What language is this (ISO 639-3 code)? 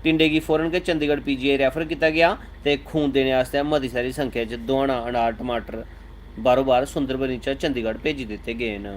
doi